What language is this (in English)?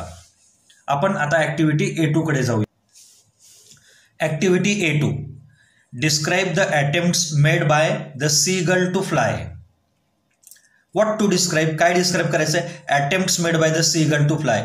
Marathi